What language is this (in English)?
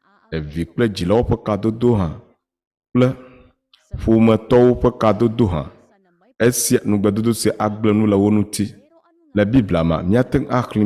Ewe